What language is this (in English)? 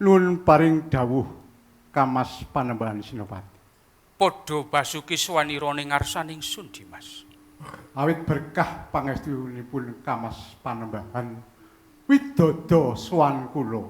Javanese